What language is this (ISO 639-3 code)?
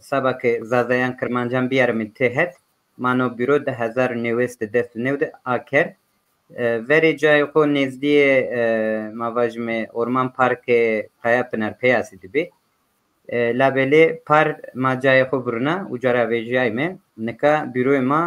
zza